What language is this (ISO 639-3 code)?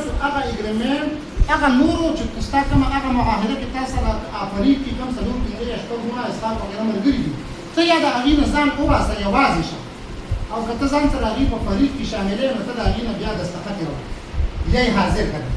pus